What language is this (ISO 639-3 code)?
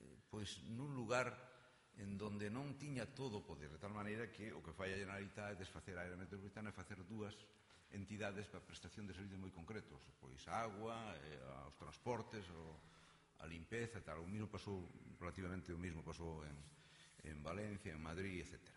glg